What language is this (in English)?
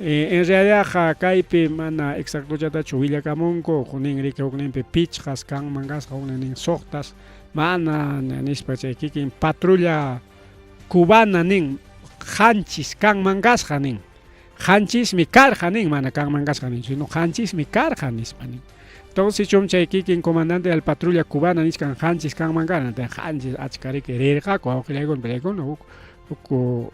Ayacucho Quechua